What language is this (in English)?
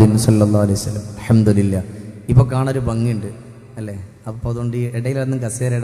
Malayalam